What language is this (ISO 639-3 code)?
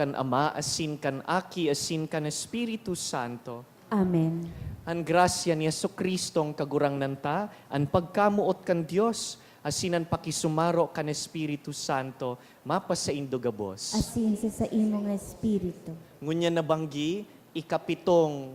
bik